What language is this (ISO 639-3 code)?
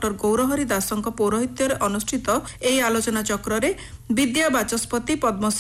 ori